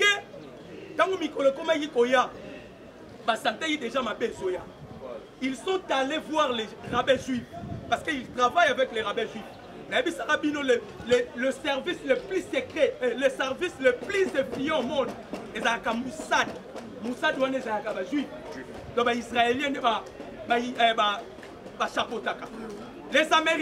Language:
Lingala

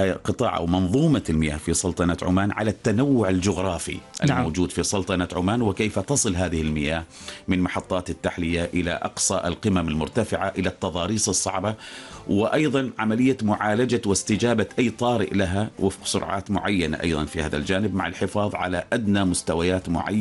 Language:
Arabic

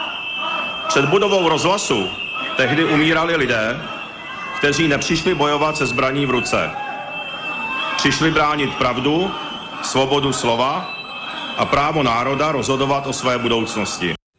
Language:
Czech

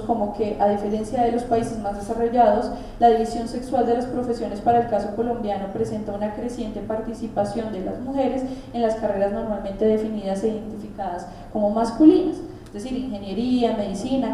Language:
Spanish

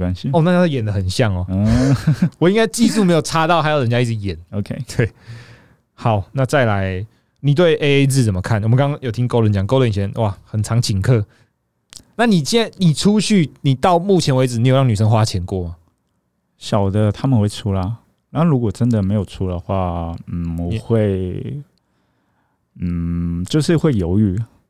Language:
Chinese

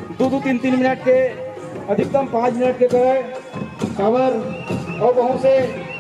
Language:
Chhattisgarhi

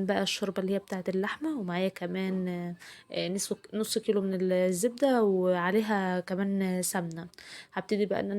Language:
Egyptian Arabic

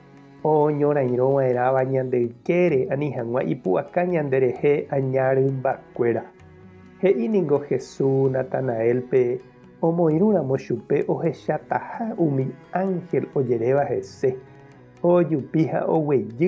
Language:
Guarani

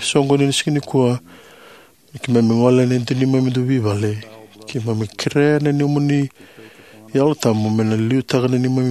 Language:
Fijian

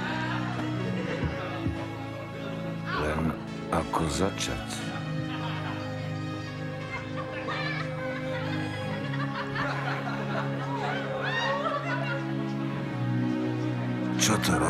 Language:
Slovak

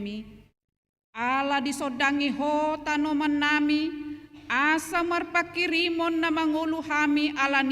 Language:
Batak Toba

